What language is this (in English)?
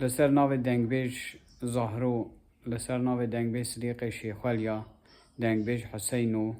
Kurdish